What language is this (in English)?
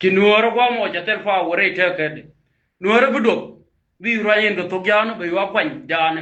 Nuer